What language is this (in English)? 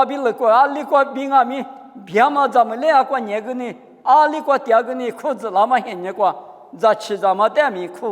Lisu